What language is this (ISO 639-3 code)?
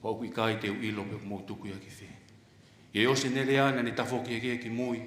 ton